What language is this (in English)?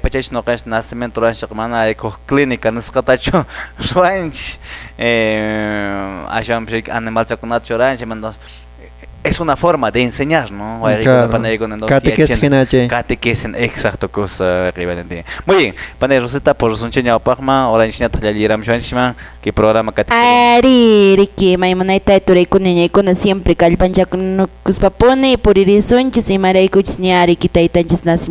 Quechua